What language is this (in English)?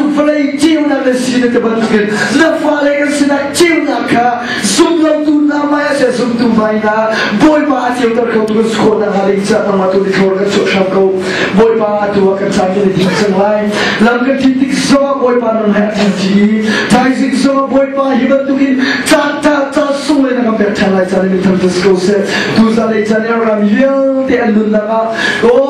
Hakha Chin